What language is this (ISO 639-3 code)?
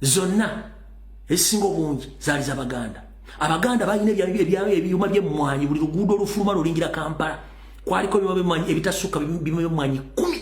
lug